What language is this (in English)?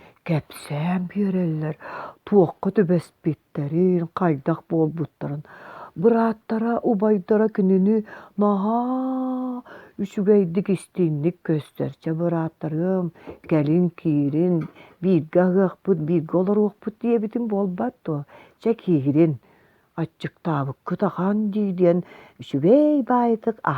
Yakut